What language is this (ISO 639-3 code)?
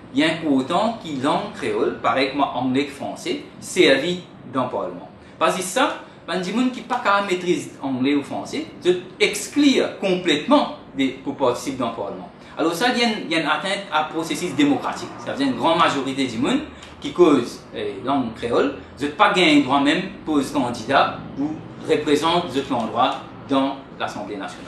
mfe